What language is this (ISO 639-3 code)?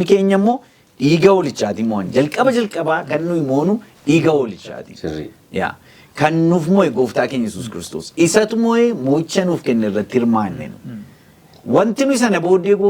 orm